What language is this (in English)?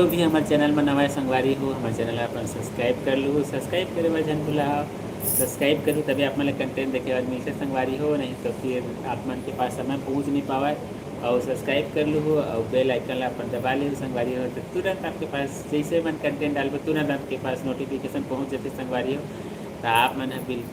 Chhattisgarhi